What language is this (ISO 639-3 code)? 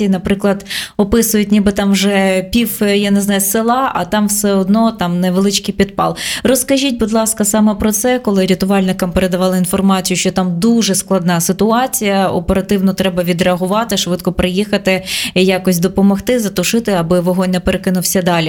ukr